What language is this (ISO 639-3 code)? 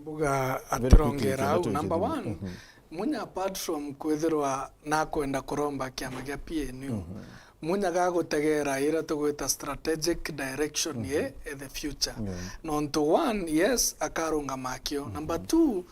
mer